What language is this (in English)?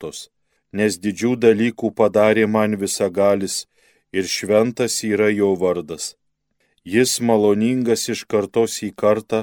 Lithuanian